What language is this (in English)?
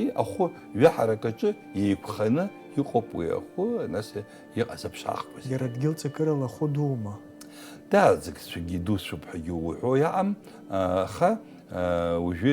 Abkhazian